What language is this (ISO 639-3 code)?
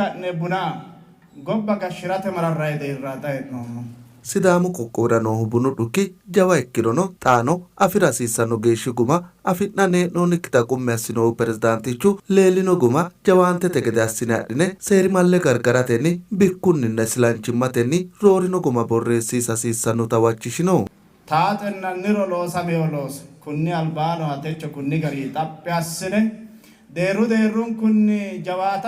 sid